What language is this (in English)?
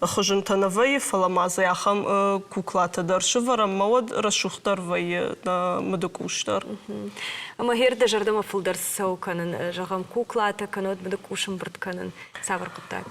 Ossetic